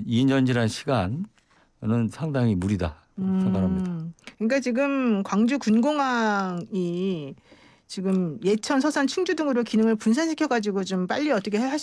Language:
Korean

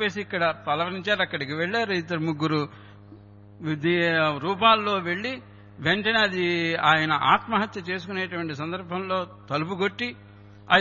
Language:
Telugu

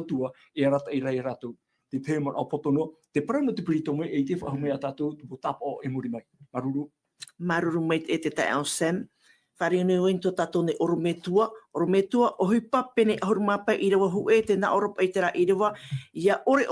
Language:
Tahitian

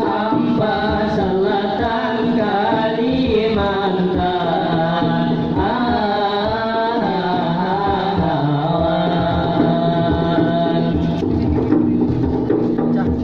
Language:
Banjar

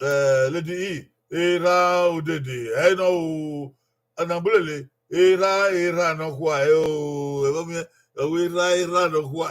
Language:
Bini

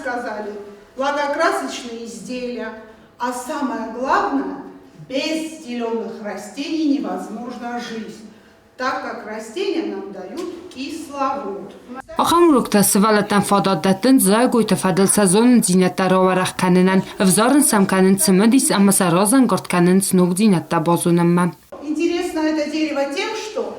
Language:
Ossetic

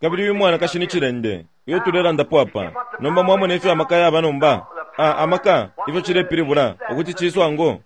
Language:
Bemba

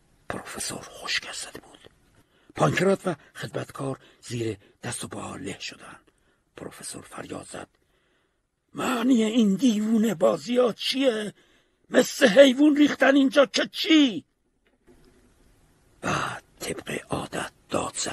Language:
Persian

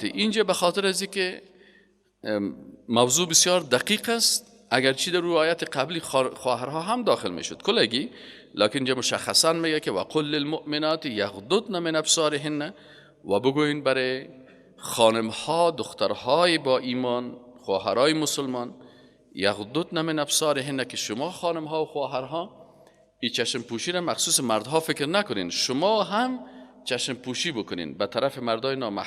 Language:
Persian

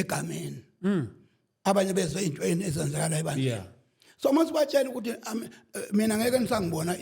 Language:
Zulu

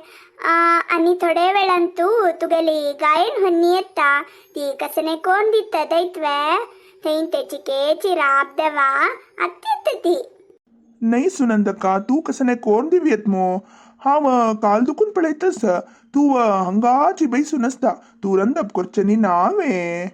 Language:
Konkani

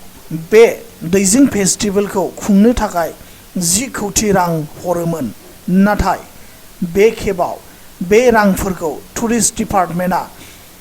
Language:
Bodo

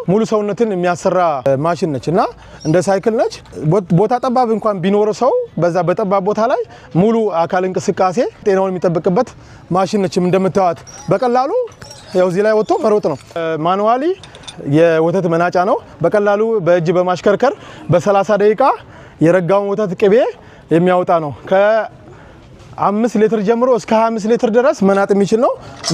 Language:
Amharic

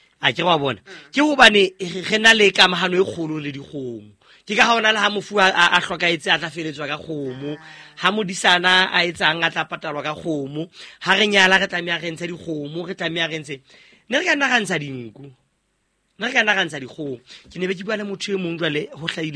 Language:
Southern Sotho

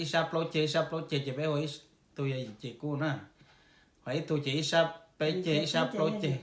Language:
Hmong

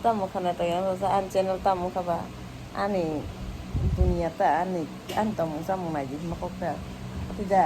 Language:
Kok Borok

